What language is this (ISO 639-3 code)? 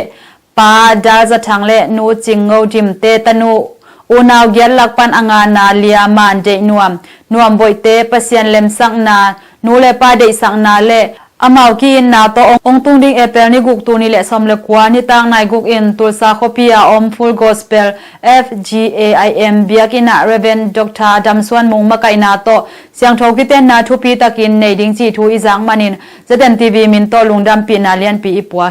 ctd